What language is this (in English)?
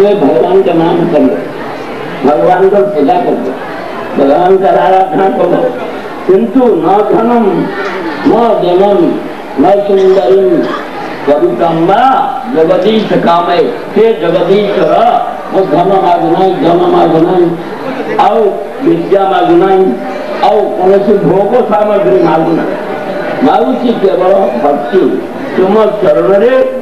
Odia